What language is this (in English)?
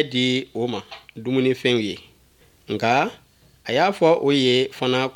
Bambara